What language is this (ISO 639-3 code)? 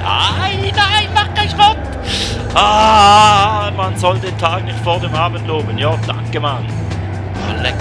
gsw